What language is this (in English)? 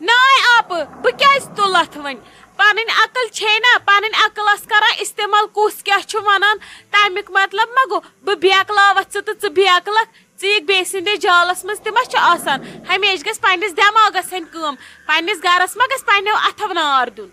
Kashmiri